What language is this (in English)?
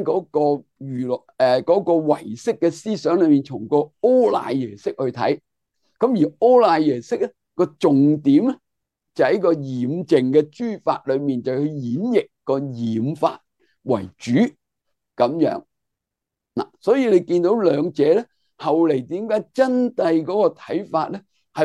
Cantonese